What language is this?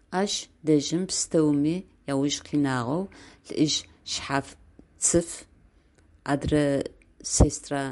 Adyghe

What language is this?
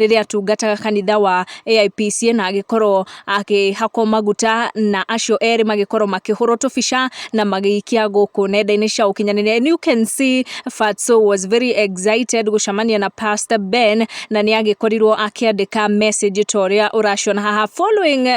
Kikuyu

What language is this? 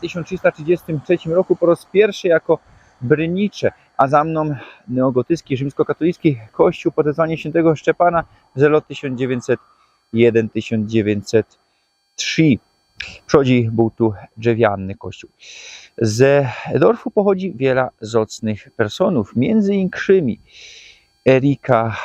Silesian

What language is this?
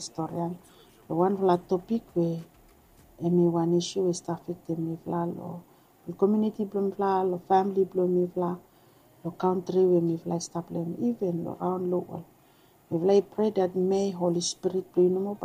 Bislama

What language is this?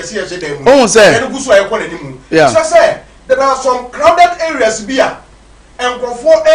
Akan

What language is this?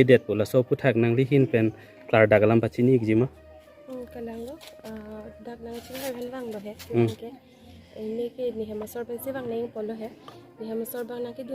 Karbi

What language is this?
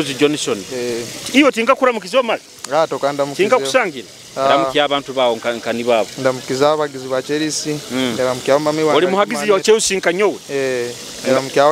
Nyoro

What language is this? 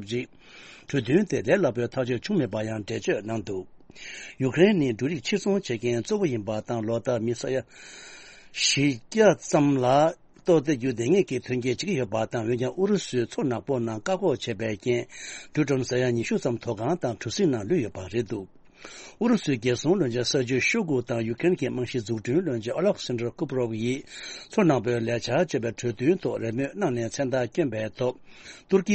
Tibetan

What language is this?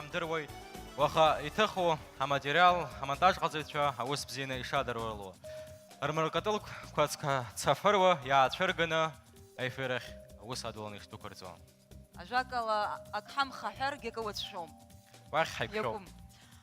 Abkhazian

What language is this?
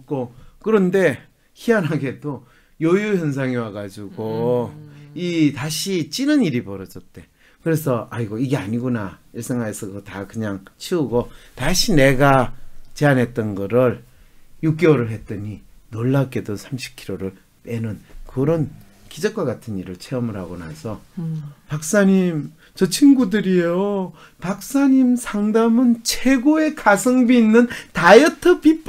Korean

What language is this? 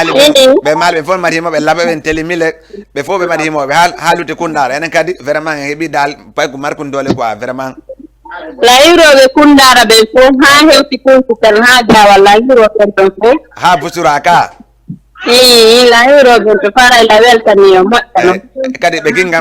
Fula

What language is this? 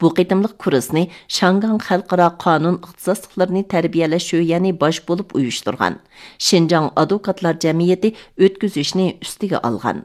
Uyghur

